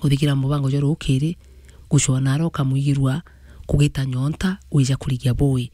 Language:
Meru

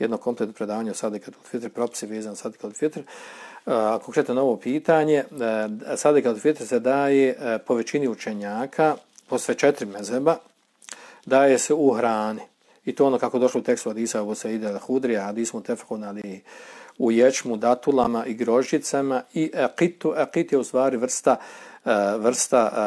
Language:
Bosnian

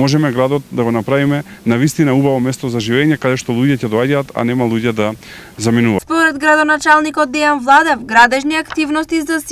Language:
Macedonian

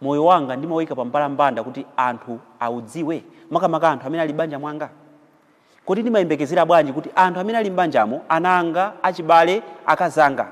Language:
Nyanja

